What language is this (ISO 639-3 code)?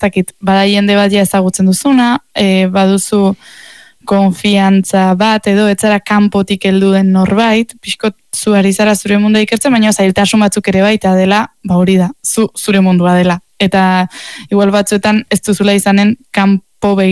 eus